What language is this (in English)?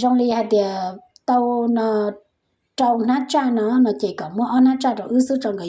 Hmong